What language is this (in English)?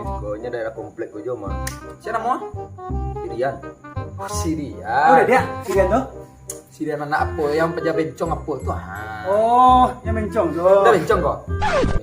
Minangkabau